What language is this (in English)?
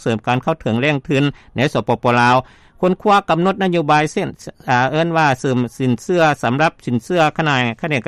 Lao